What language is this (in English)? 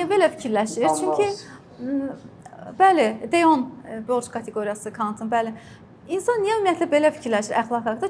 Azerbaijani